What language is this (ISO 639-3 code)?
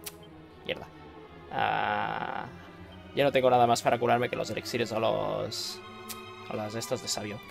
spa